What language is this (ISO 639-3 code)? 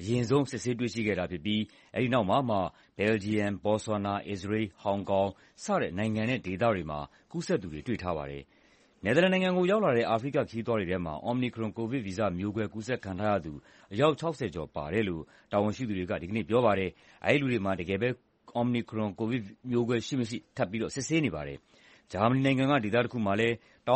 mya